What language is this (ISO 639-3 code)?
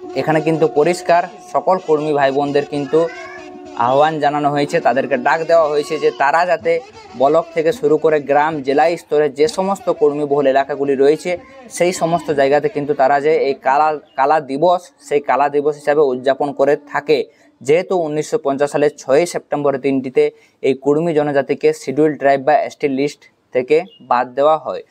ben